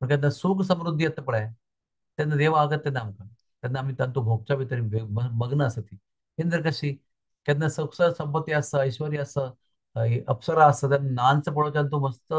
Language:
Konkani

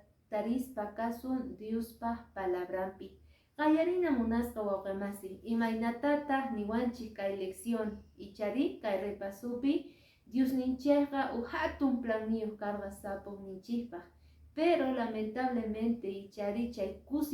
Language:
Quechua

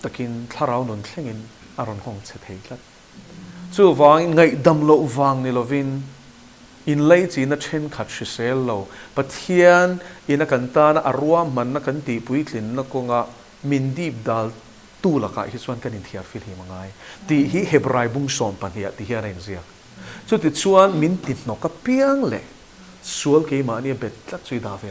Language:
Mizo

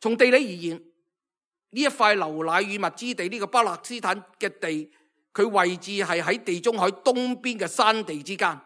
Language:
Cantonese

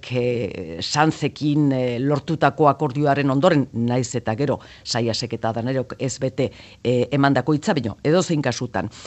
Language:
Basque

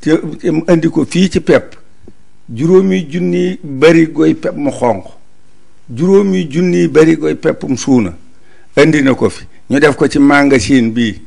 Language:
Wolof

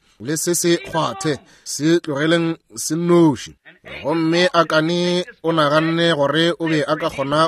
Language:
Northern Sotho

